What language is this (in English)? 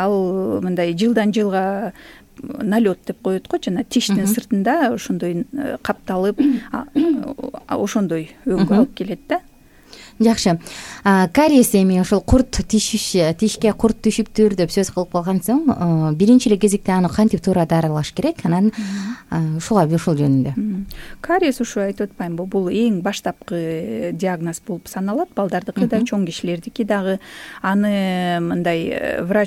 Kyrgyz